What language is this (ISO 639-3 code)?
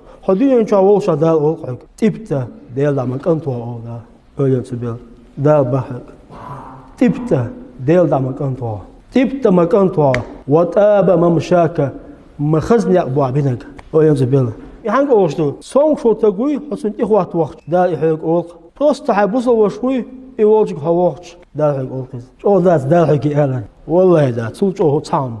che